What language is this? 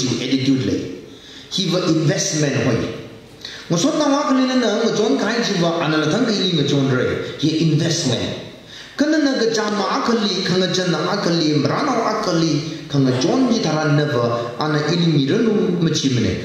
Tangkhul Naga (India)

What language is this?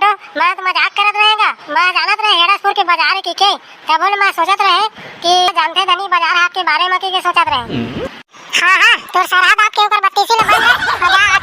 Chhattisgarhi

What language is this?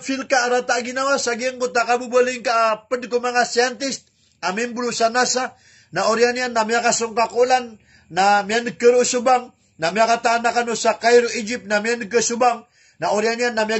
Maranao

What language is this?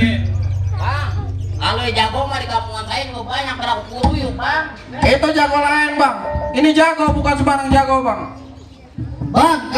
Betawi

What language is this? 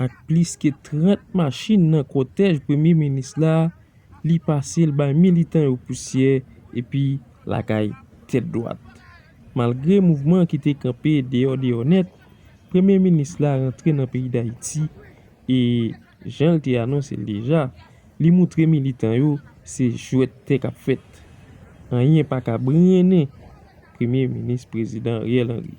Haitian Creole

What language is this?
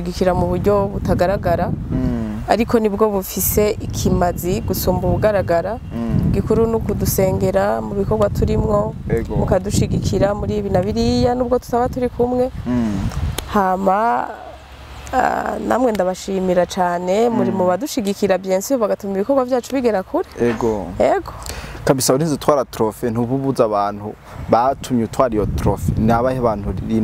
Rundi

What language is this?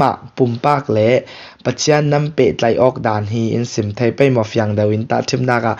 Falam Chin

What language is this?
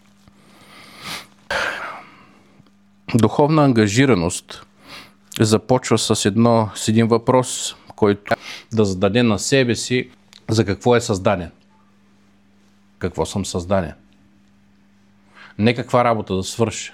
Bulgarian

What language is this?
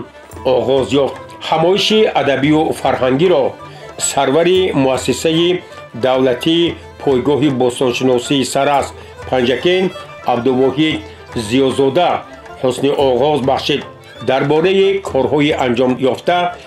Tajik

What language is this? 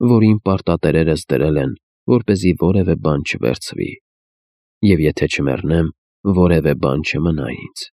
Armenian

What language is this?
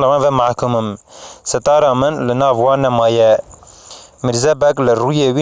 Kurdish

